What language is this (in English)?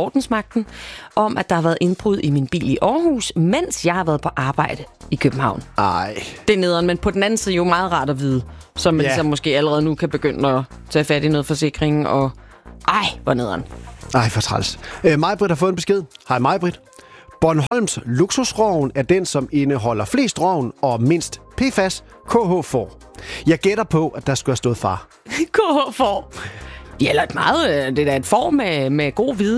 Danish